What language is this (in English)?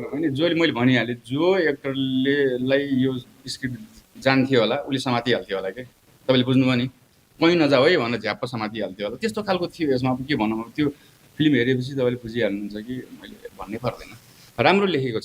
Nepali